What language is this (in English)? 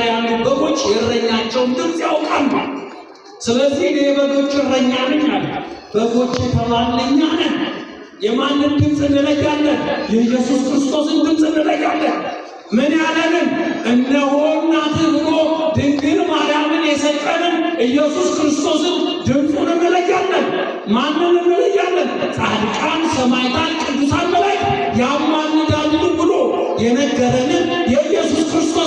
Amharic